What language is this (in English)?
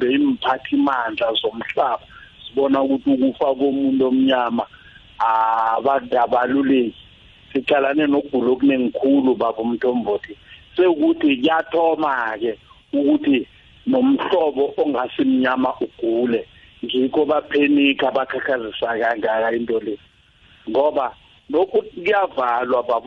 South Ndebele